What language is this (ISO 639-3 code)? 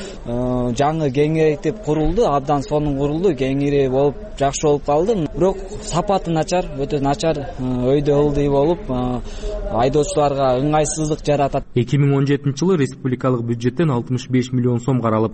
kir